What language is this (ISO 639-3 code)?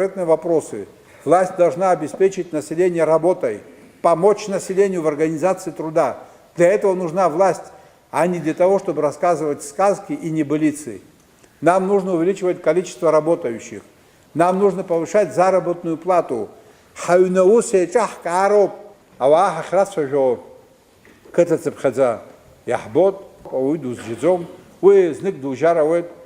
abk